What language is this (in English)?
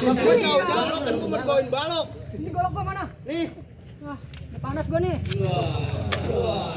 Betawi